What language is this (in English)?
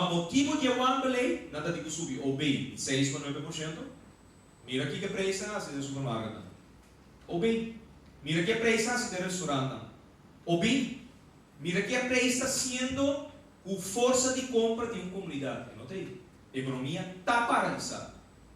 Papiamento